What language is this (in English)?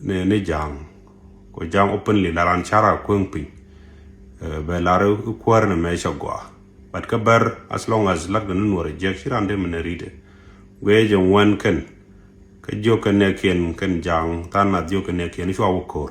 Nuer